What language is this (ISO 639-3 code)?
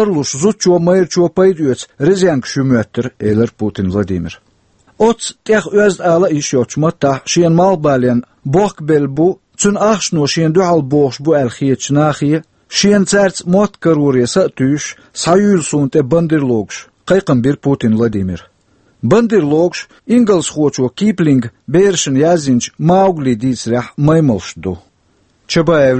che